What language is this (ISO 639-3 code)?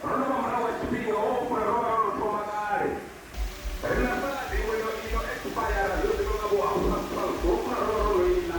ven